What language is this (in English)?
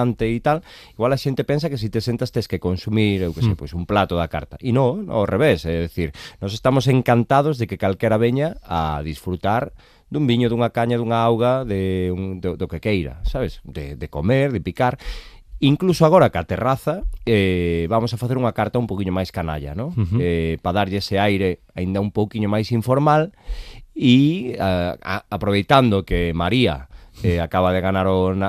Galician